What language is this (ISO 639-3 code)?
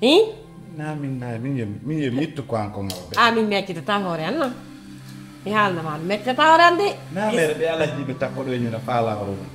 ful